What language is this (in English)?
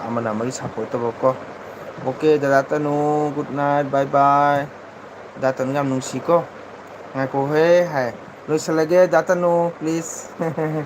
Manipuri